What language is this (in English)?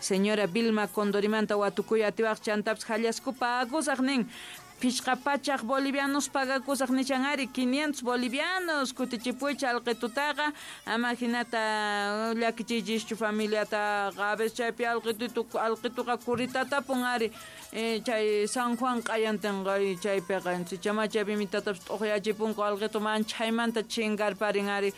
South Bolivian Quechua